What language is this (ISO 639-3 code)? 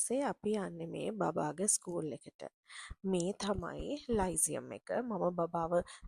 sin